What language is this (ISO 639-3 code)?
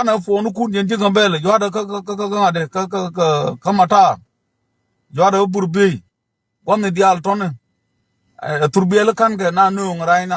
nus